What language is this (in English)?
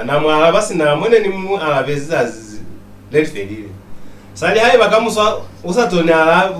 Lozi